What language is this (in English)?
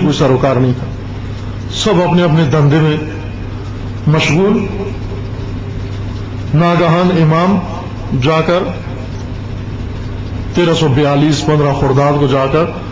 Urdu